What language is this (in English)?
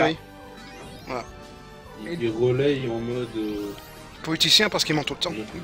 French